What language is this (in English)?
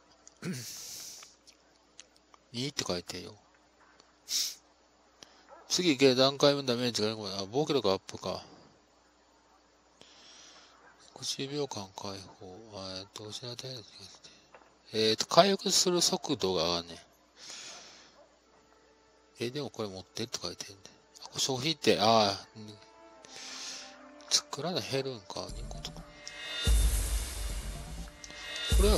Japanese